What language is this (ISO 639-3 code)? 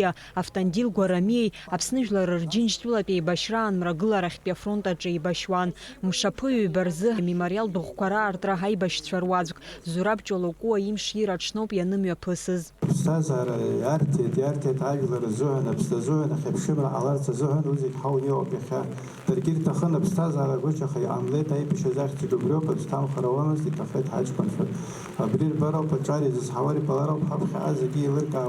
abk